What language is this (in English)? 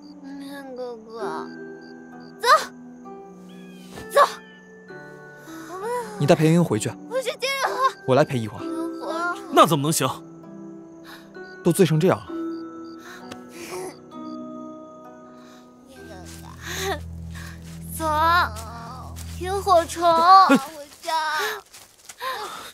Chinese